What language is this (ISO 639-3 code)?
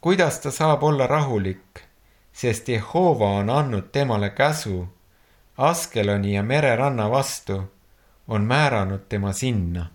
est